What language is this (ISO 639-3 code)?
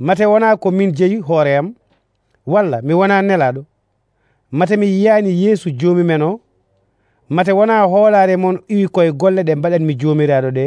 fuv